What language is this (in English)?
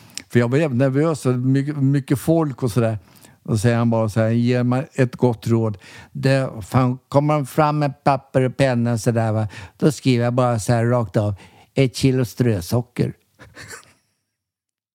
Swedish